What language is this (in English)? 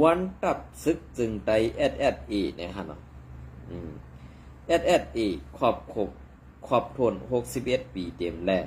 Shan